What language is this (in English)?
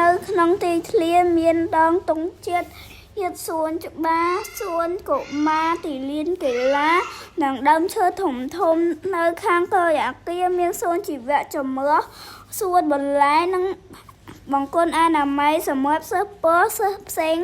Khmer